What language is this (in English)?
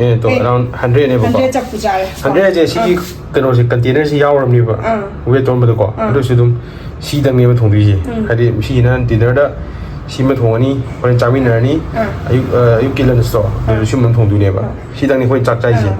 Manipuri